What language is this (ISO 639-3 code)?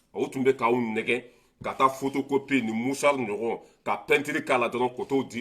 bam